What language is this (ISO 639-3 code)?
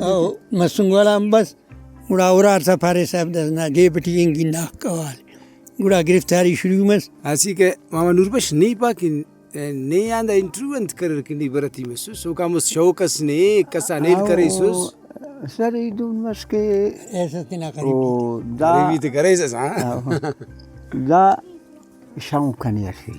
brh